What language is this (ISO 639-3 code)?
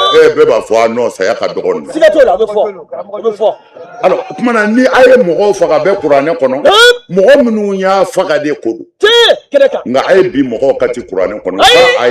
bam